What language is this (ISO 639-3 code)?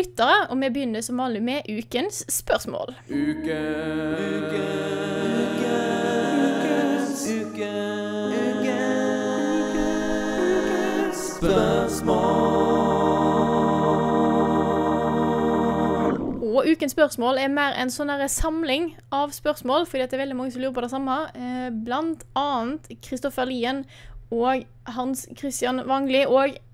nor